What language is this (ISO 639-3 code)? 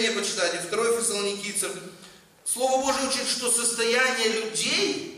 rus